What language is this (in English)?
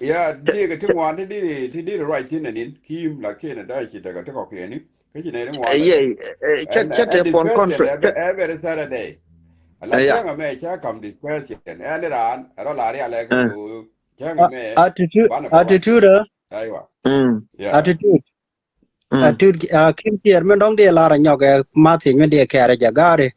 Nuer